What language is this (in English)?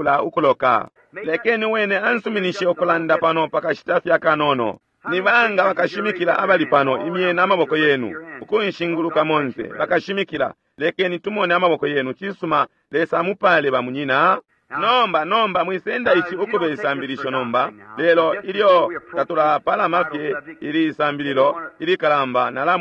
Bemba